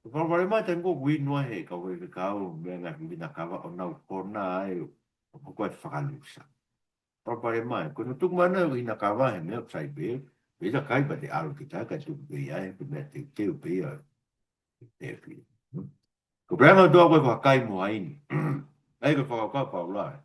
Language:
Tongan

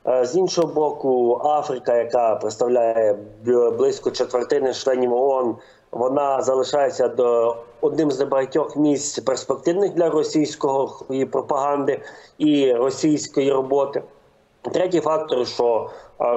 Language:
Ukrainian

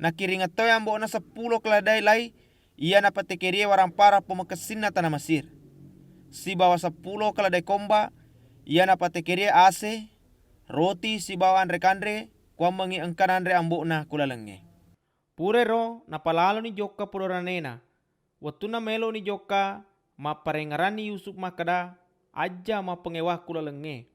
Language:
Buginese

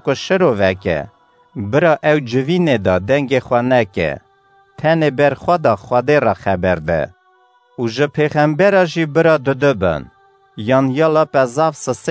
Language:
Kurdish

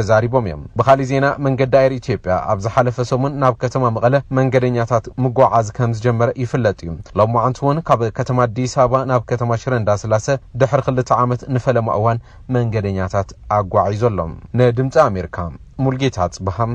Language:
Tigrinya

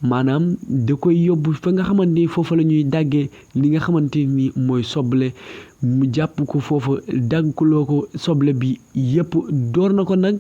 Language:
Wolof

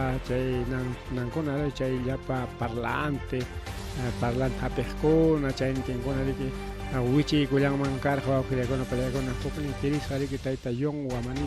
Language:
Ayacucho Quechua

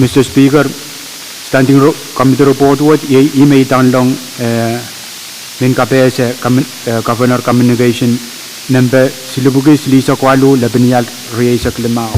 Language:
Pohnpeian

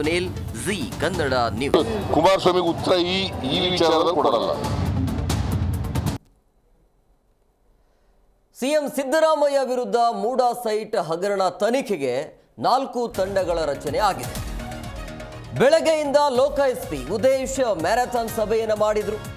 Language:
Kannada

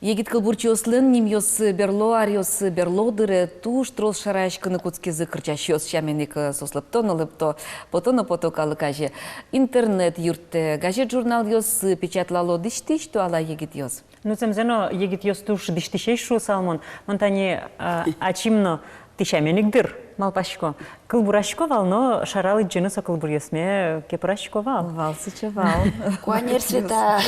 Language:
Udmurt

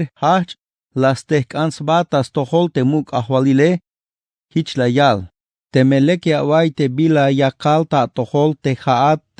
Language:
Tzeltal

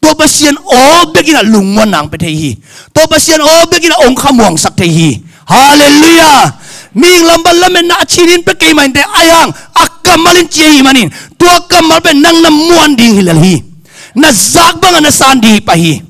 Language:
Tedim Chin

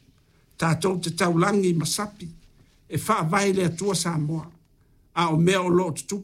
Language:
Samoan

